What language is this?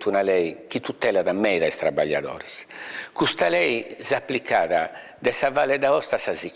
Sardinian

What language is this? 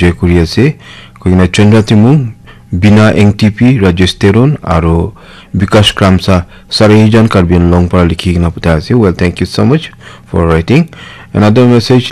Naga Pidgin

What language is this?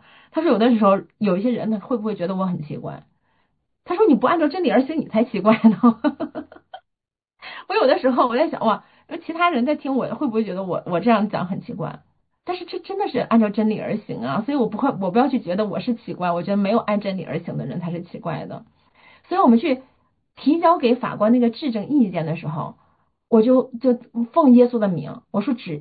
Chinese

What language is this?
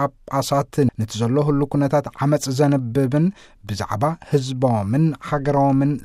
Tigrinya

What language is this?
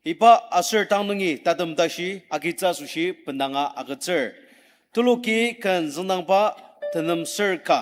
Ao Naga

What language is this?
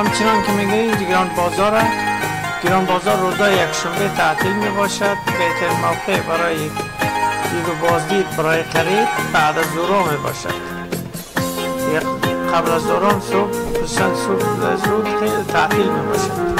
Persian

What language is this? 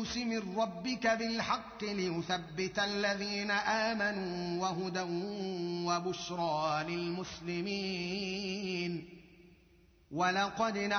Arabic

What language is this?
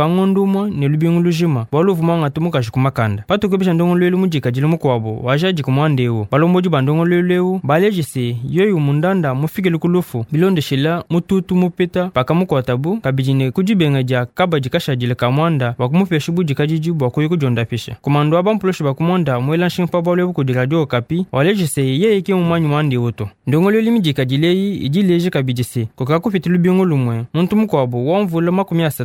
Luba-Lulua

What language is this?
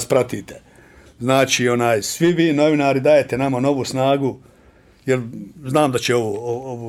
Bosnian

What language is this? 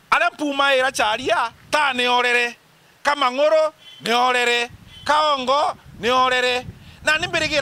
Meru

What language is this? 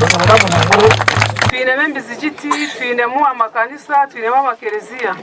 Nyankole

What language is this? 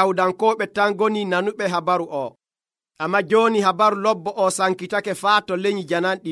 Nigerian Fulfulde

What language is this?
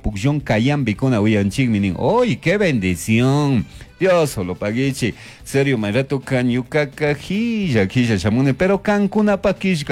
Chimborazo Highland Quichua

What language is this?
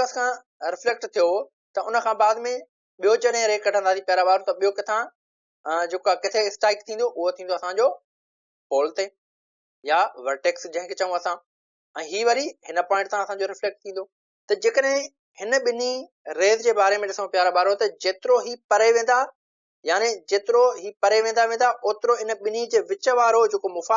Sindhi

